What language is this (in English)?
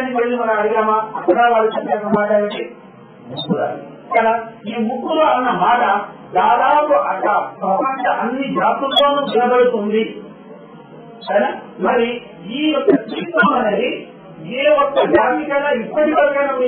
Telugu